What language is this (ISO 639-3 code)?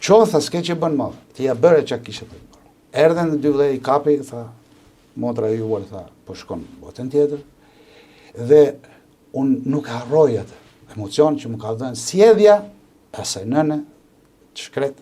sqi